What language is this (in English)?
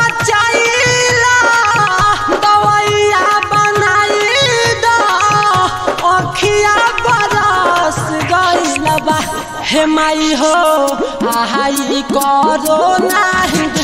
Bhojpuri